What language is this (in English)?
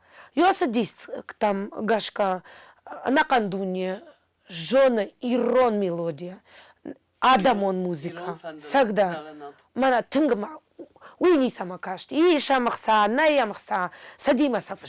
Ossetic